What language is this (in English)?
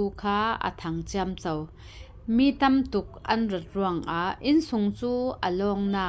Falam Chin